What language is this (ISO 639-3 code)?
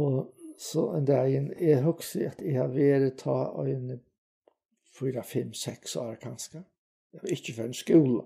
fao